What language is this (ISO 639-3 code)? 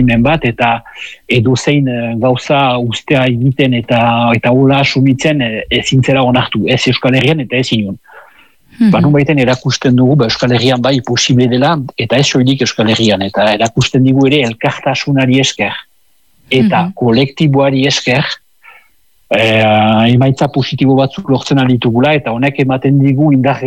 eus